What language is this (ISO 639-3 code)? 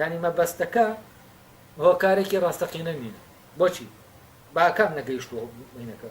ckb